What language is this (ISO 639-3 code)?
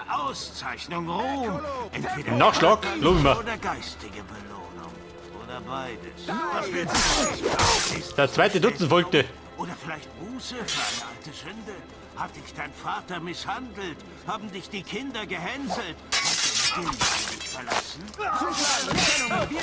bar